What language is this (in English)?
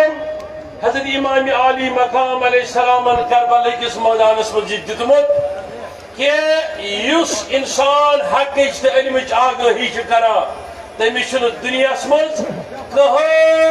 Kashmiri